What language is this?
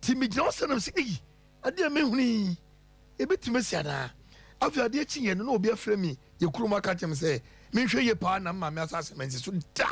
Akan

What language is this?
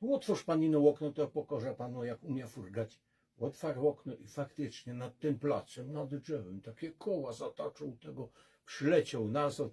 Silesian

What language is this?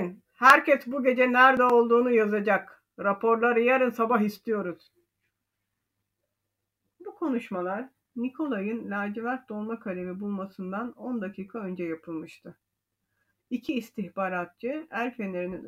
Turkish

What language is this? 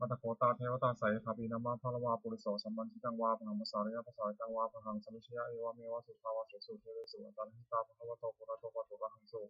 Pali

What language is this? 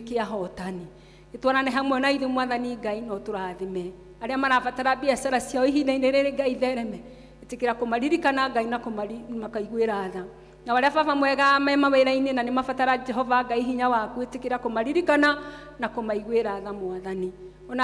Kikuyu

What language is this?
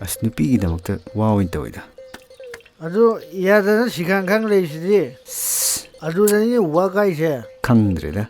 Manipuri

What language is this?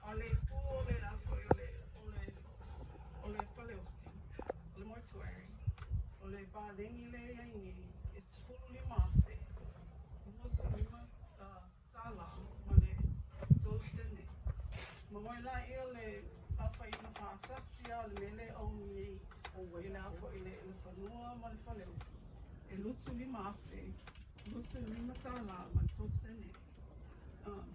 Samoan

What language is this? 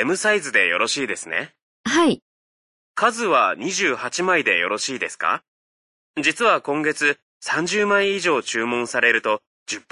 Japanese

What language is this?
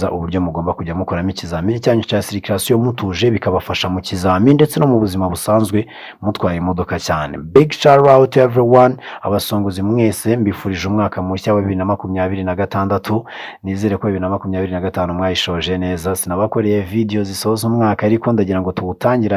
Kinyarwanda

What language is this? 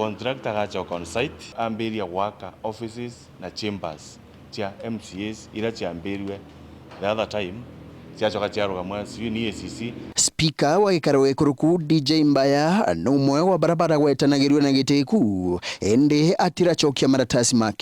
Meru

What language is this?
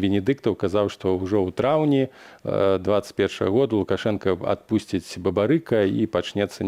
Belarusian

